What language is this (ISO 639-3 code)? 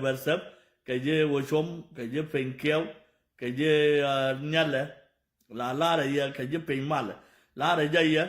nus